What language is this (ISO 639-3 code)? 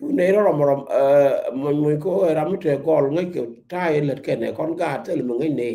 nus